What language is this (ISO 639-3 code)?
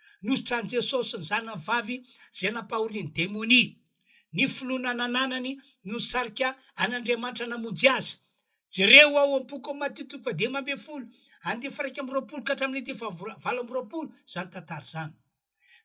mlg